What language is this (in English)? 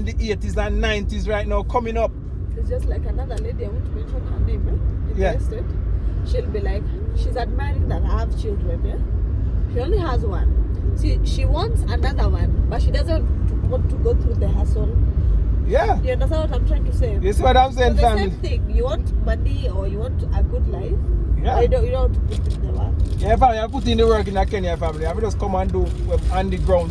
Jamaican Creole English